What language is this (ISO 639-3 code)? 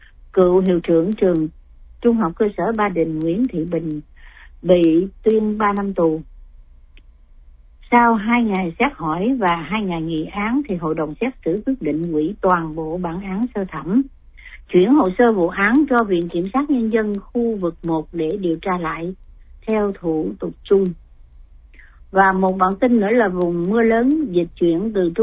vie